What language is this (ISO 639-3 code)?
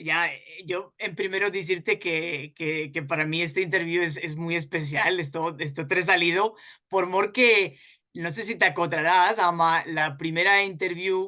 lad